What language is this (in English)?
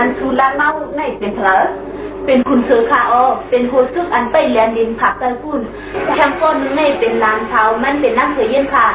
Shan